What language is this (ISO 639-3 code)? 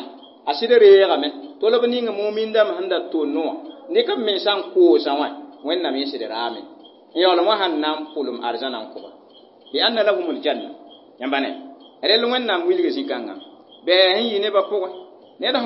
mos